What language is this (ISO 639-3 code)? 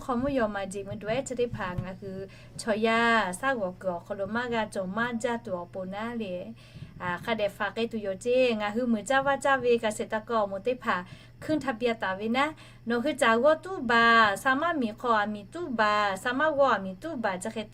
lhu